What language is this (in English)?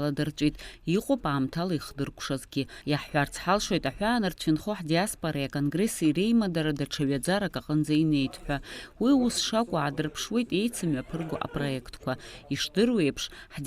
Abkhazian